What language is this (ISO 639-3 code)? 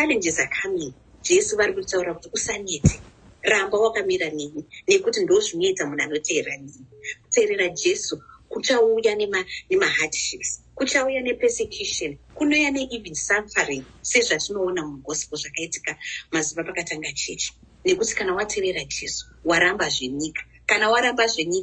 sna